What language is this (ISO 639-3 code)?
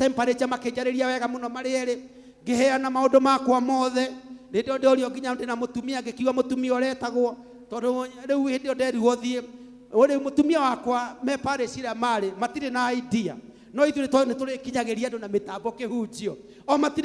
kik